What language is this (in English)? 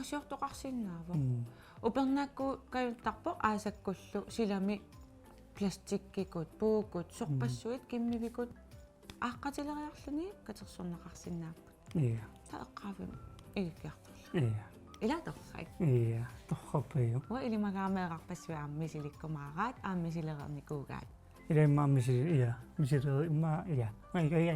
Kalaallisut